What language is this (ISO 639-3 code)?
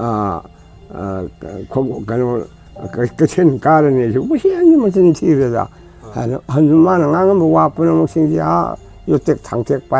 mni